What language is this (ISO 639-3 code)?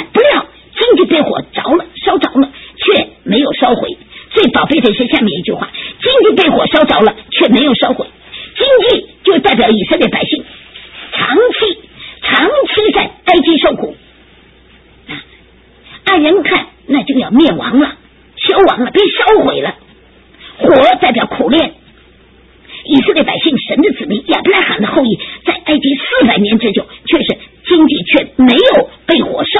zho